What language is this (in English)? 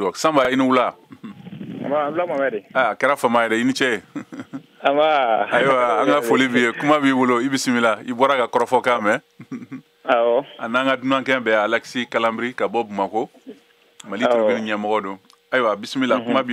Bambara